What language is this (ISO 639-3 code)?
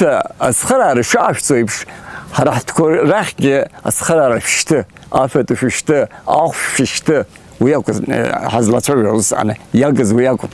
abk